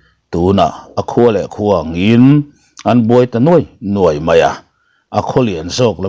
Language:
Mizo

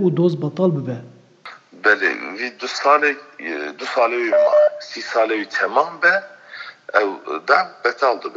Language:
Kurdish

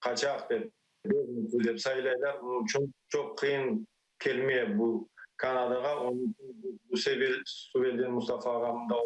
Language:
Crimean Tatar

